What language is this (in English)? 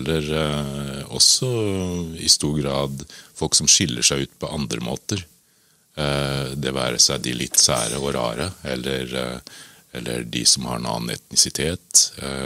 Norwegian